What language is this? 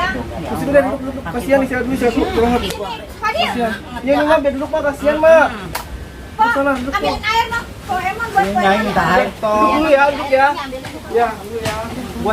Betawi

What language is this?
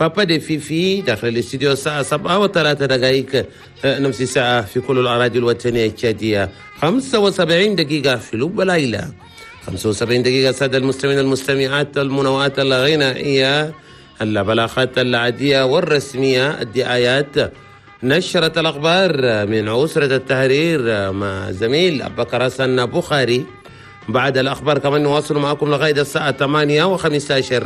Chadian Arabic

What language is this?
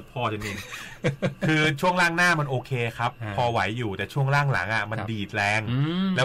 Thai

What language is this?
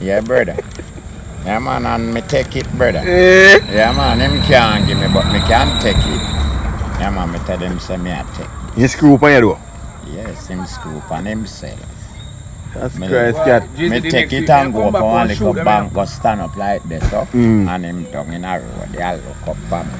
Jamaican Creole English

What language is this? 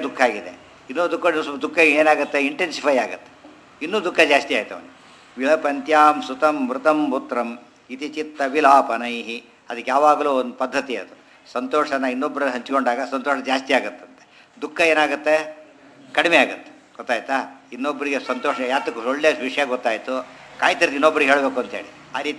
Kannada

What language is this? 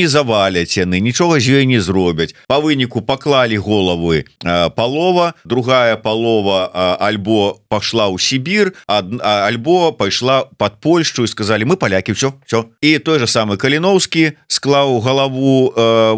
Belarusian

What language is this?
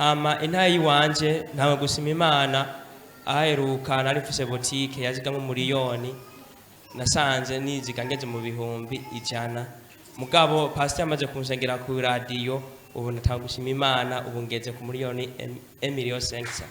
Rundi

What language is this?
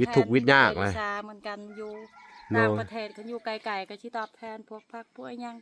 Lao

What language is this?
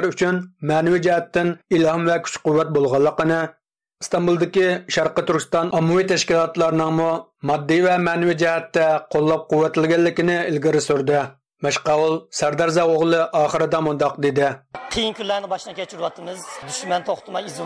Uyghur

